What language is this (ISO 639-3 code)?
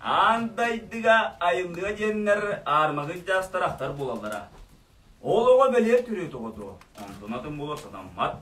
sah